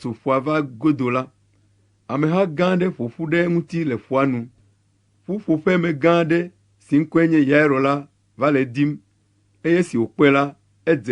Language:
Ewe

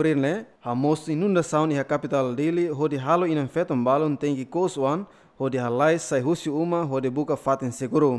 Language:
Tetum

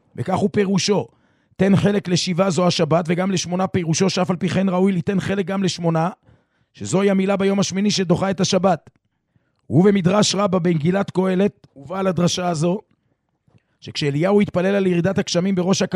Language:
Hebrew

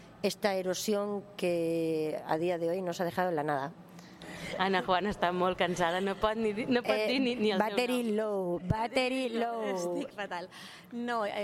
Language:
Catalan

